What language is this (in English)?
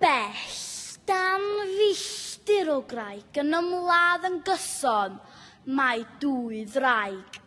Welsh